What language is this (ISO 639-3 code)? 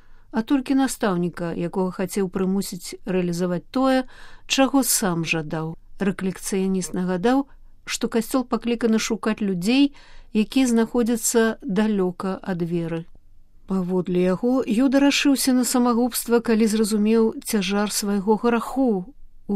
bel